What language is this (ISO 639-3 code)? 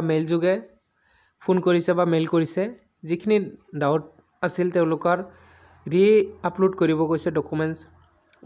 asm